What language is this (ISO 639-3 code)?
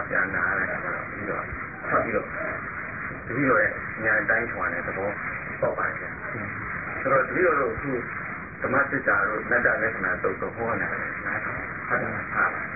mya